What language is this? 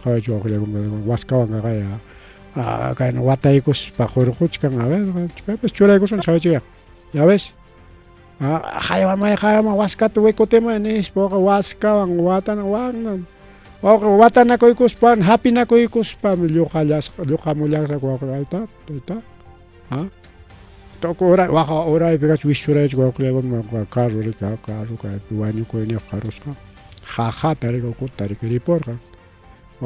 Ayacucho Quechua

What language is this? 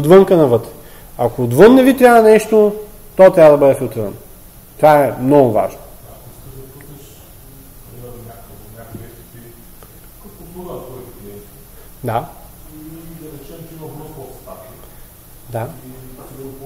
Bulgarian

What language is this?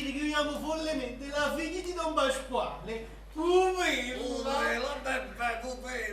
Neapolitan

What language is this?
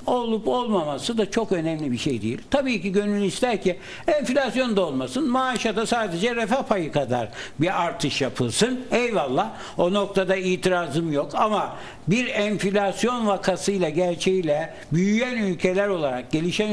Turkish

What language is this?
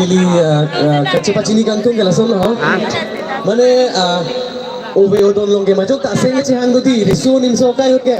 Karbi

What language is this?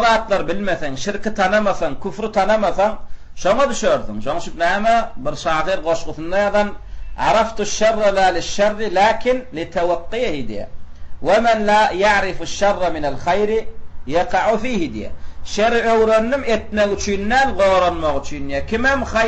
Turkmen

